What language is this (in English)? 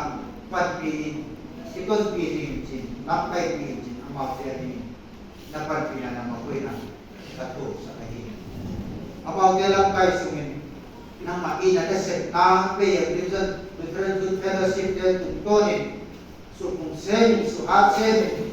Tedim Chin